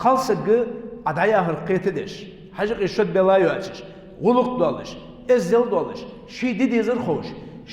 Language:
Ingush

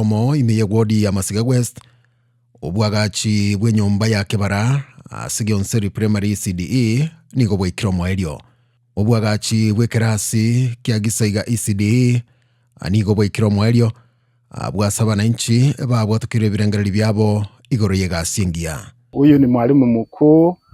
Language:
Gusii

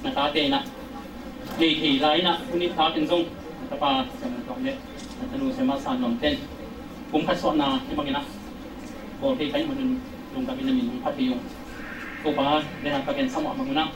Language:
Tedim Chin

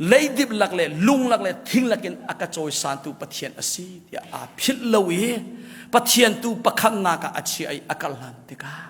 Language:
Hakha Chin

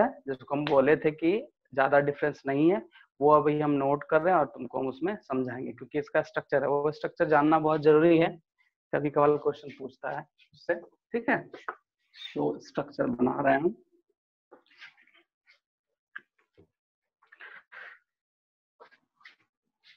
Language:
Hindi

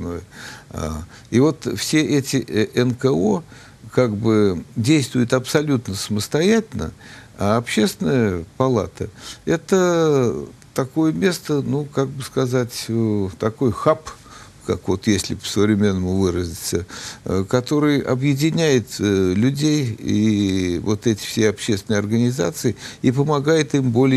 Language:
Russian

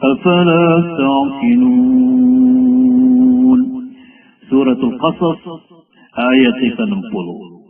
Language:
Maranao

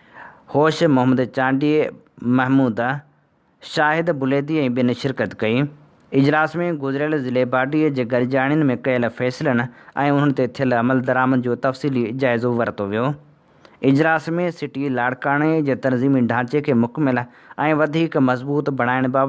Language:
Sindhi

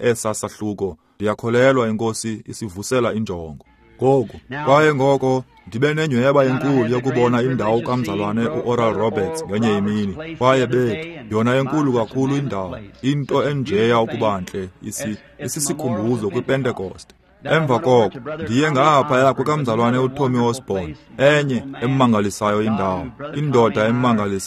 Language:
Xhosa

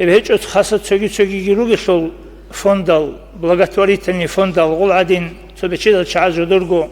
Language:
Avaric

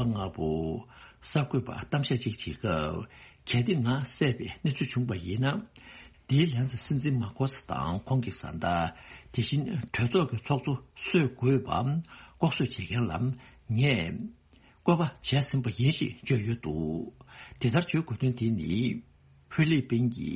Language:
Tibetan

